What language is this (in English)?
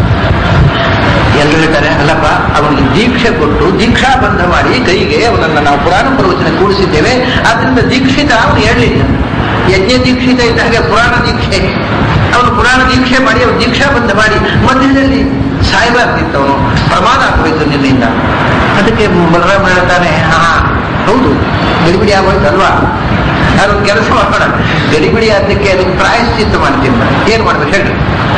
Kannada